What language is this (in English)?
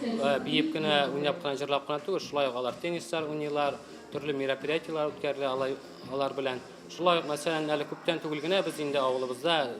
Tatar